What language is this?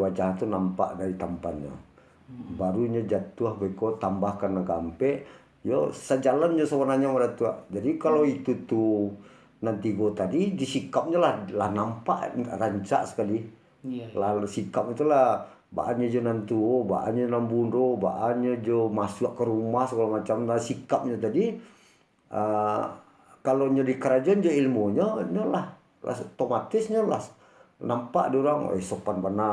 Minangkabau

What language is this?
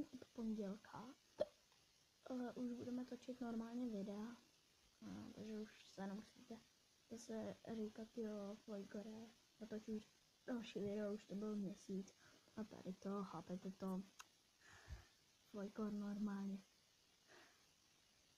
Czech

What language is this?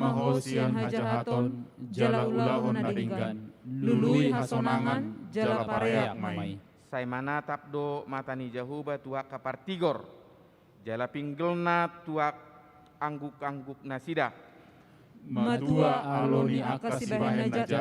Batak Toba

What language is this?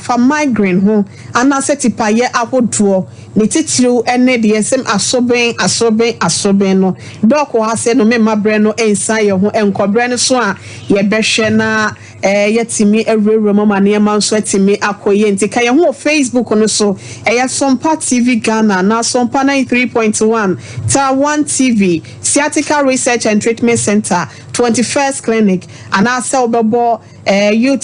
Akan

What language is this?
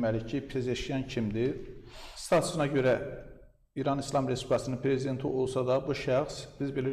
Azerbaijani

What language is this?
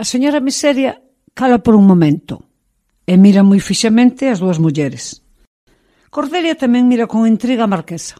Galician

